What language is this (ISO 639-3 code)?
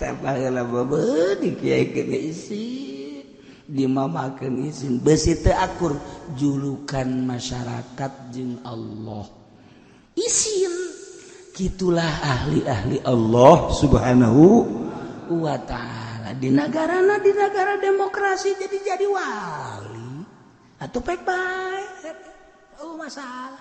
sun